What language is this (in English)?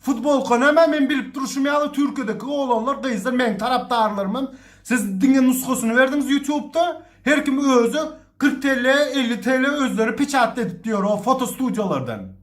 Turkmen